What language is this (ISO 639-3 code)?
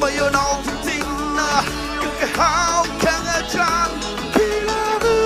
nmf